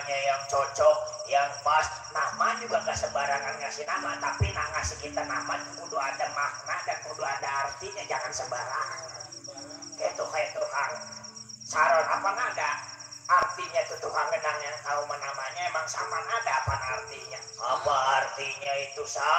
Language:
Betawi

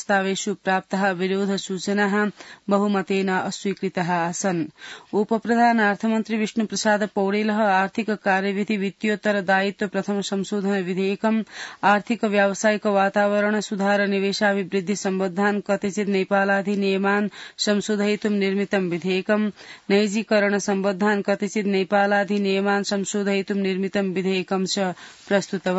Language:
Sanskrit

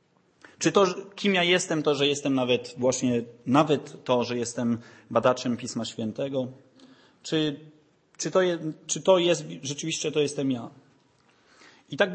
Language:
Polish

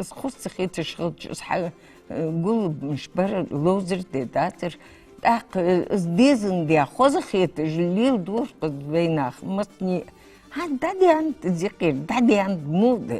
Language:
Ingush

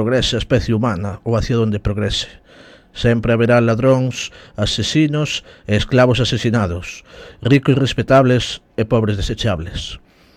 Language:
Galician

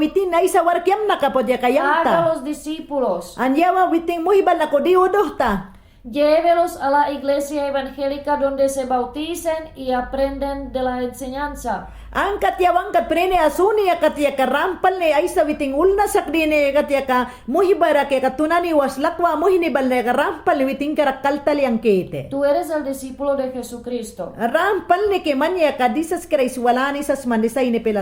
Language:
Mayangna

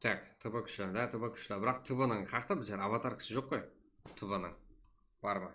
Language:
Kara-Kalpak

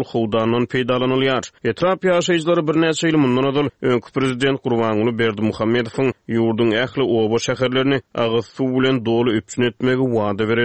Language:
Turkmen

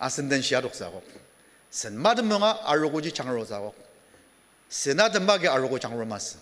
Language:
Ao Naga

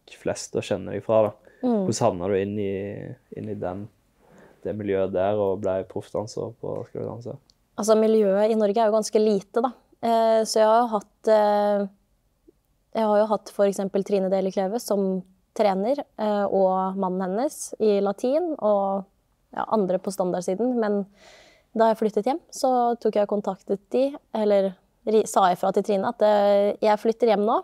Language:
Norwegian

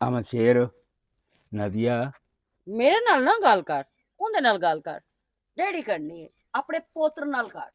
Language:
Western Panjabi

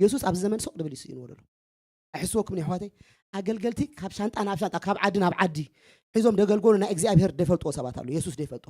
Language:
Tigrinya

